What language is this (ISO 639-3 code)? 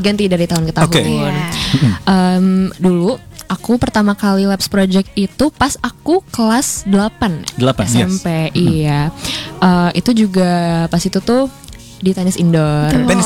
ind